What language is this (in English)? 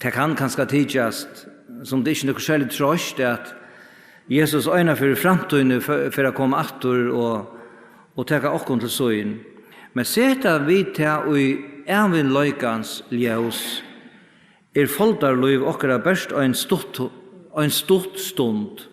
Faroese